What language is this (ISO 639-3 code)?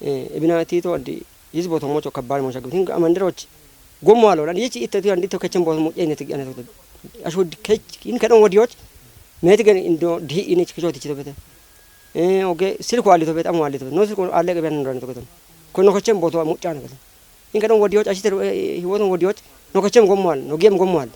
kbr